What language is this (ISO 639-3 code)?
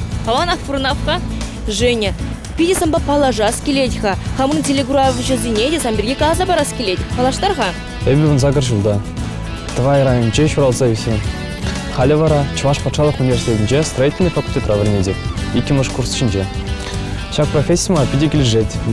chv